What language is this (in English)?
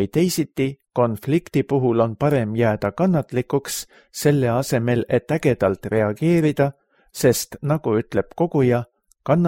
Estonian